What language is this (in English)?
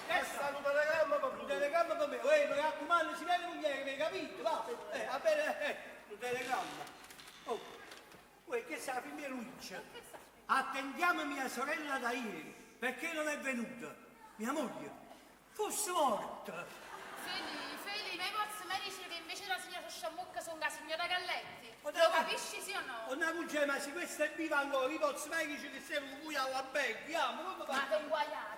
Neapolitan